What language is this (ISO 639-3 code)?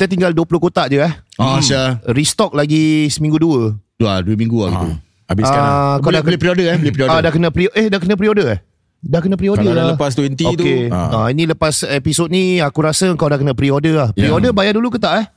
msa